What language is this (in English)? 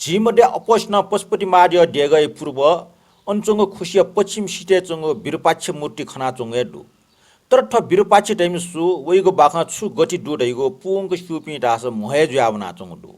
Newari